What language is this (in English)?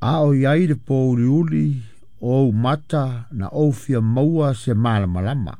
Samoan